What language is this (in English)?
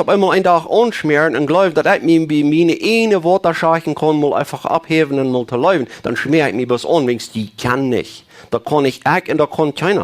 Plautdietsch